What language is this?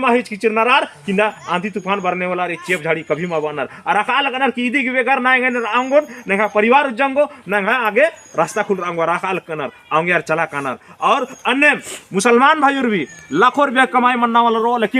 Kurukh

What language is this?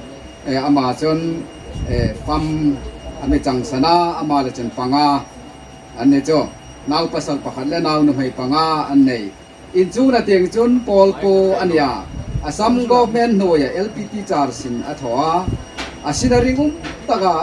Hmar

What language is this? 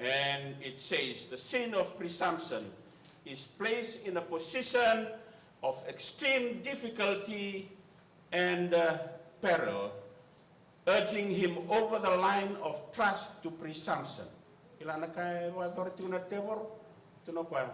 Fijian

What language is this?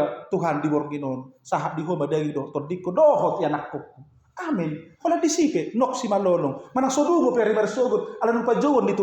Batak Toba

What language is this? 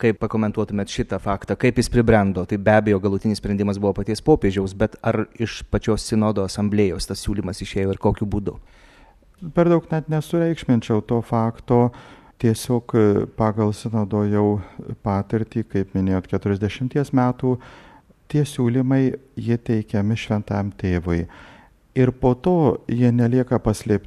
Lithuanian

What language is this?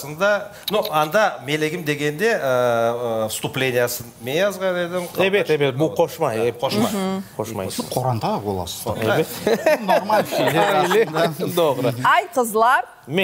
Crimean Tatar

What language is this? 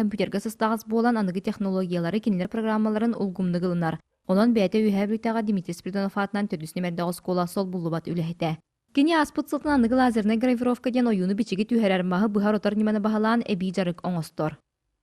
Yakut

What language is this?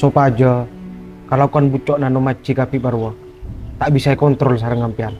Madurese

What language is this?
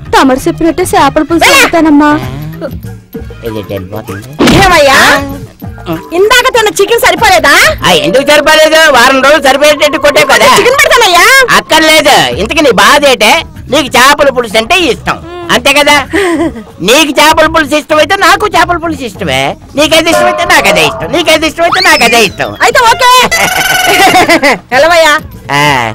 Telugu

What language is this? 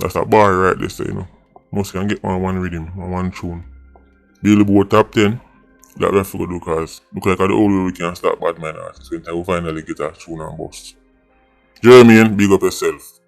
Jamaican Creole English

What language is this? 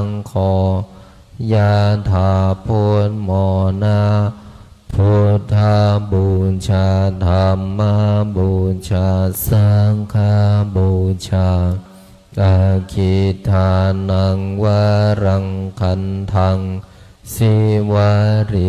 Pali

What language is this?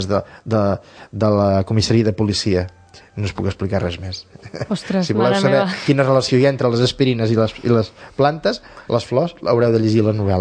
Catalan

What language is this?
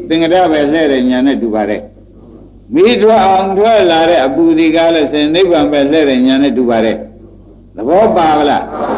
Burmese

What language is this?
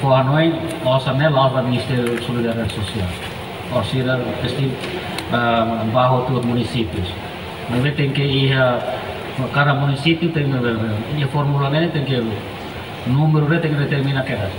Tetum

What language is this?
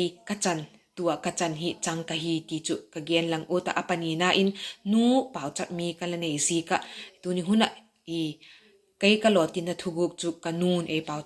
Vaiphei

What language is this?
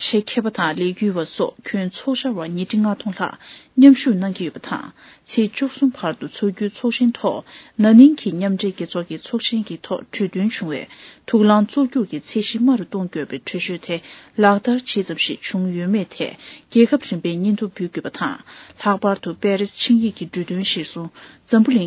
Tibetan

